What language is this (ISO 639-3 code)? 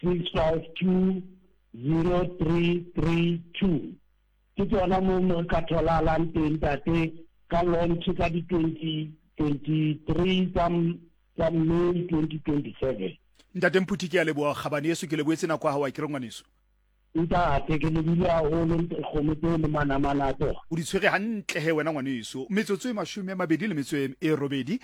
sot